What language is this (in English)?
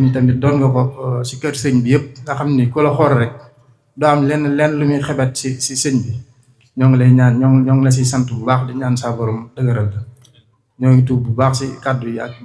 Wolof